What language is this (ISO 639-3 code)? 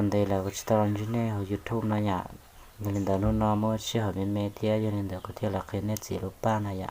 hmn